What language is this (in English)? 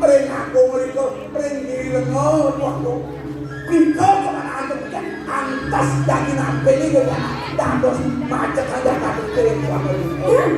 Balinese